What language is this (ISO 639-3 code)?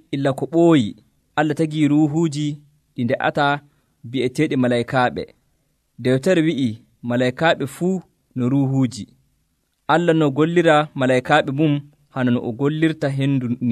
fuv